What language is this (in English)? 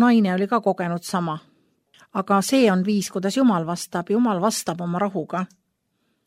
Estonian